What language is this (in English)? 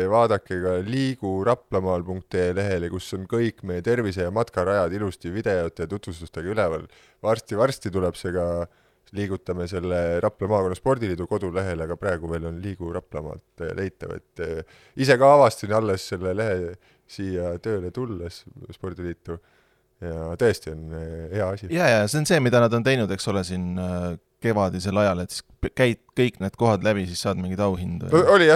Estonian